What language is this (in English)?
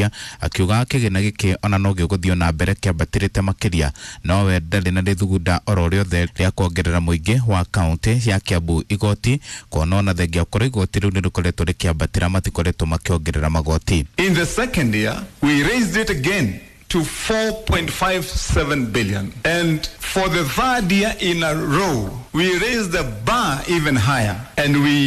Kikuyu